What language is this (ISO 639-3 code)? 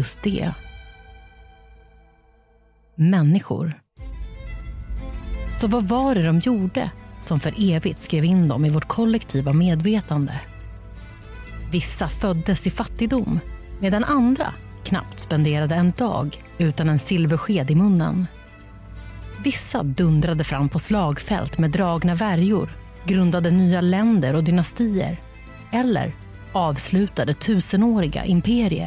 swe